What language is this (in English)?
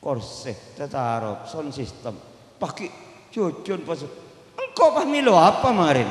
Madurese